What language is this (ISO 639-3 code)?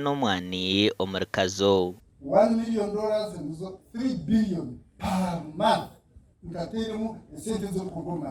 nyn